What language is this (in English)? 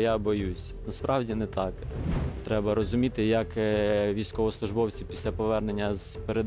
Ukrainian